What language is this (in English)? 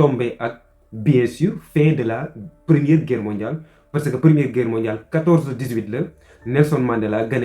Wolof